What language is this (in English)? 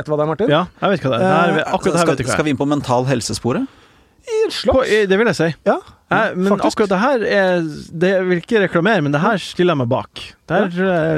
Norwegian